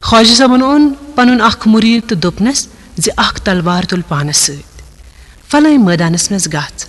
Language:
Kashmiri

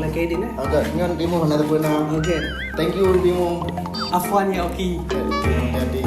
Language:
Achinese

